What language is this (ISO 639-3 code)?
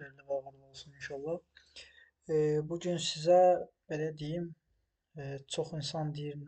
aze